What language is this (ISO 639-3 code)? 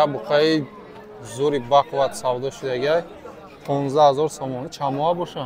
tgk